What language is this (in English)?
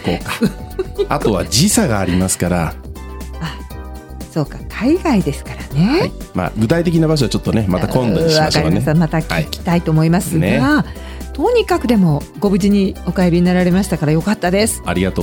Japanese